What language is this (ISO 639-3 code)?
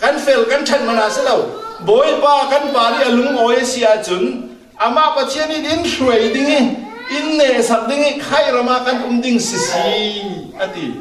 cfm